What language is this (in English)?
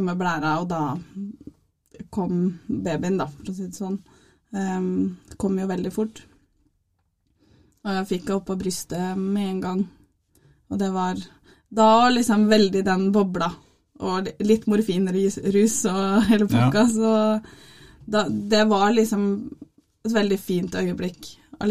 Norwegian